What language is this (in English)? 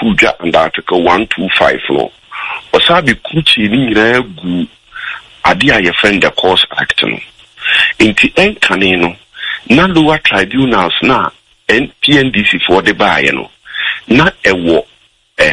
Akan